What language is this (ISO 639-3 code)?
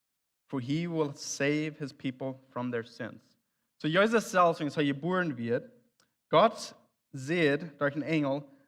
pdt